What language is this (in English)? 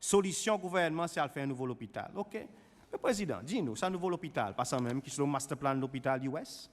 Seselwa Creole French